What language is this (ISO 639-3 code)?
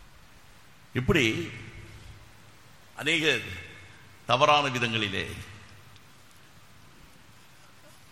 tam